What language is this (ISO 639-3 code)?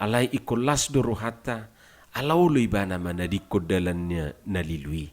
bbc